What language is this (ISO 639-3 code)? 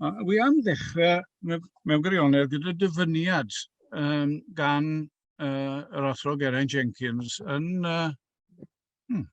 cym